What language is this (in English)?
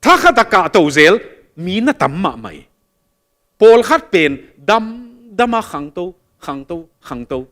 Tedim Chin